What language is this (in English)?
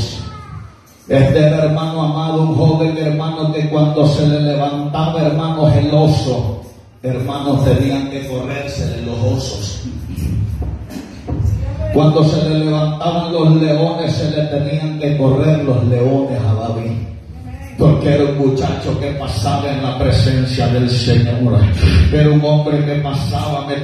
Spanish